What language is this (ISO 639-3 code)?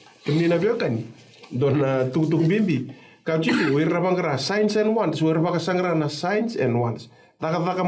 fij